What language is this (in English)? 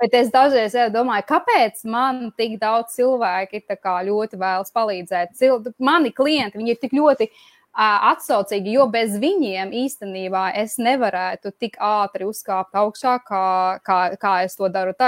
Latvian